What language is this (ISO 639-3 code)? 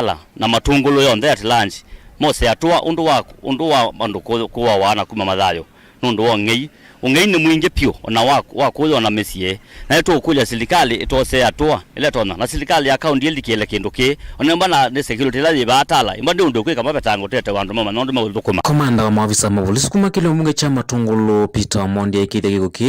kam